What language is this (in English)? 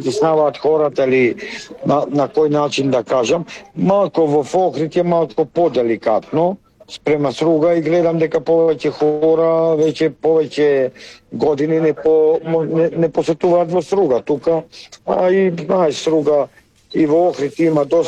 Macedonian